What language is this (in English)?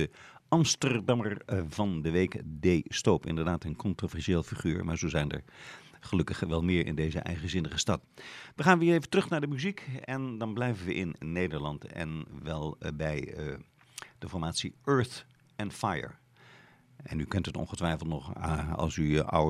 Dutch